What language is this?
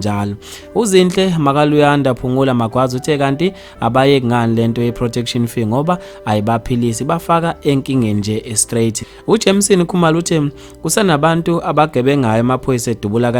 Zulu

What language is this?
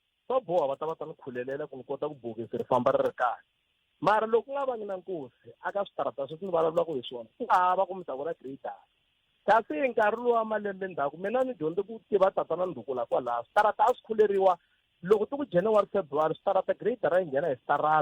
Tsonga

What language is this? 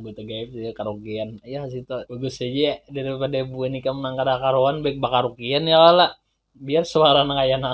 Banjar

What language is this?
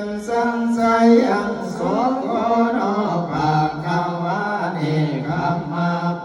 Pali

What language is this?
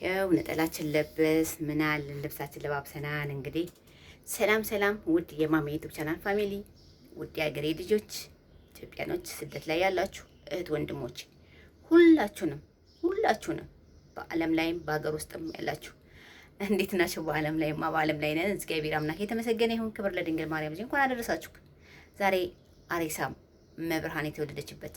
Amharic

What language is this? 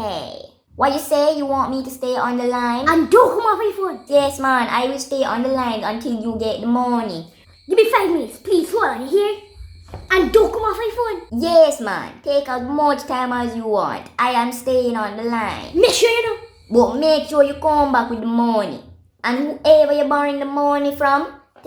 Jamaican Creole English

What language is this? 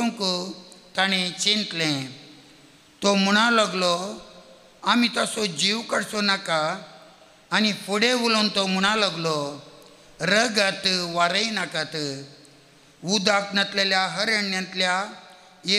Konkani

